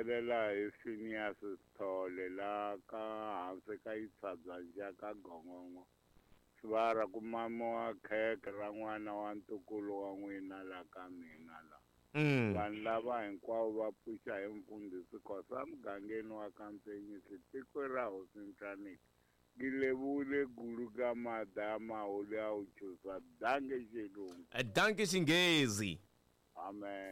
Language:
Tsonga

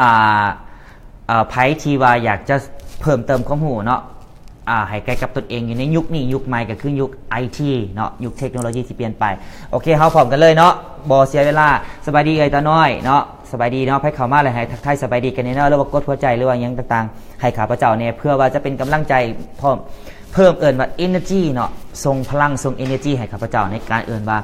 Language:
Lao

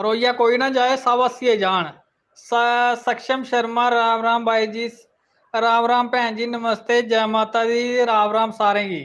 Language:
Dogri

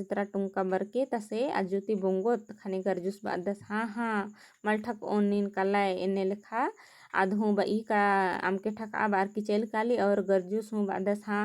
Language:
Kurukh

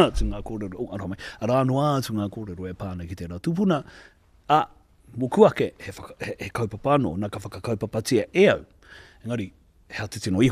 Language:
Māori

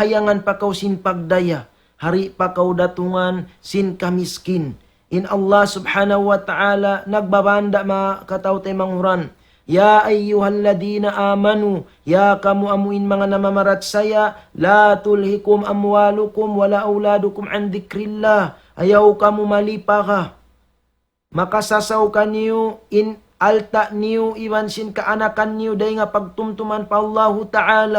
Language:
Tausug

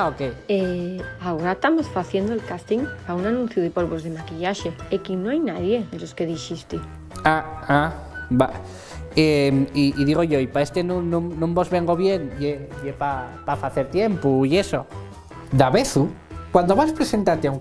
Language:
Asturian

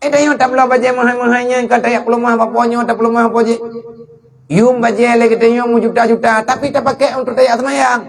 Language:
Achinese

